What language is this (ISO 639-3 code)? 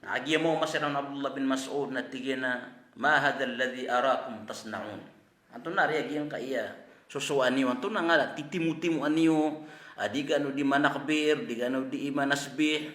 mrw